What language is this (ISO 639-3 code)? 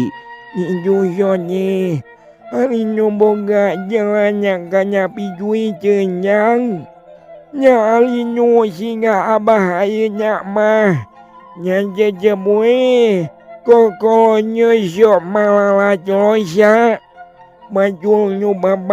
sun